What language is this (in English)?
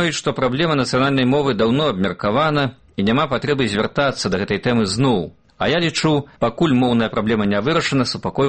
Belarusian